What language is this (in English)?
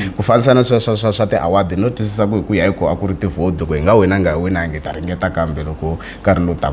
Tsonga